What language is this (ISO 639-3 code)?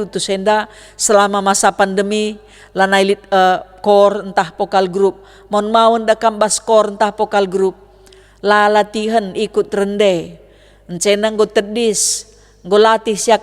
btx